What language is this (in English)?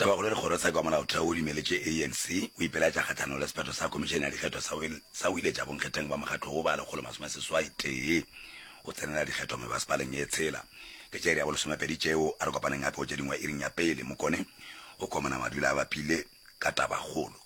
Northern Sotho